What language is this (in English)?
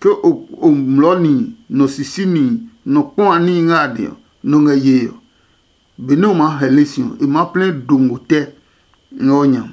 Adangme